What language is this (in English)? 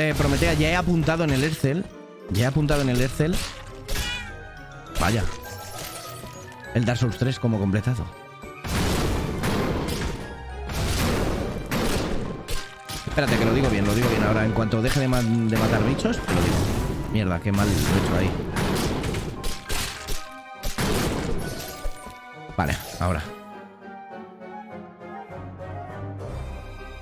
Spanish